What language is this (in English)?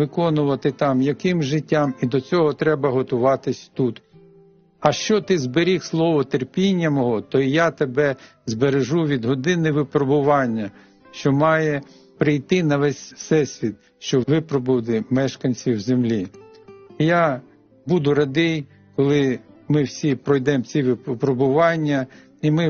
Ukrainian